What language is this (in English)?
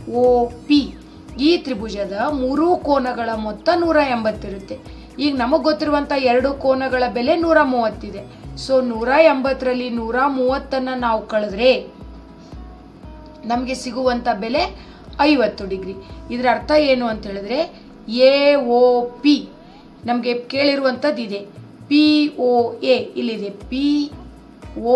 Kannada